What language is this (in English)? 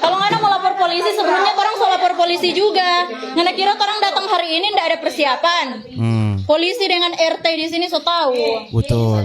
Manado Malay